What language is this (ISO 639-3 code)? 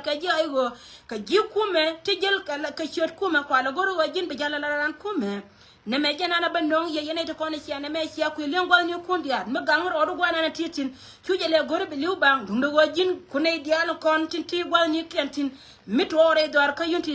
nus